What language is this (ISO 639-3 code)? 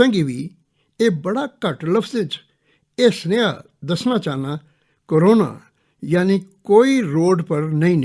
doi